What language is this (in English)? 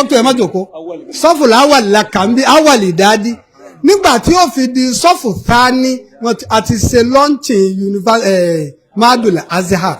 Yoruba